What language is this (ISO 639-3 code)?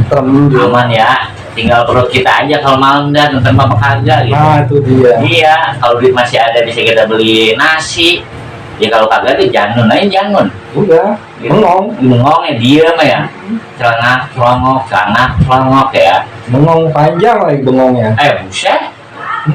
bew